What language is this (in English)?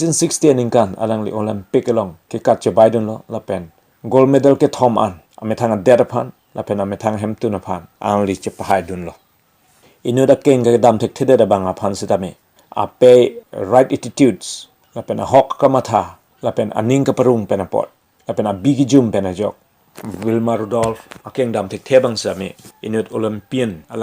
Karbi